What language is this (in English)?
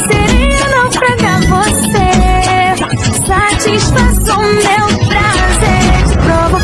Portuguese